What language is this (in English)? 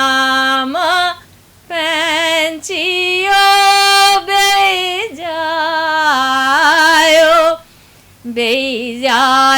Dogri